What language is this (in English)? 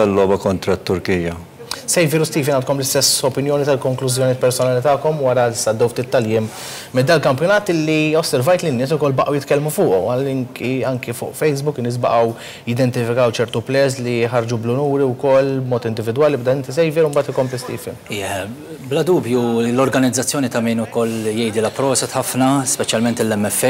Maltese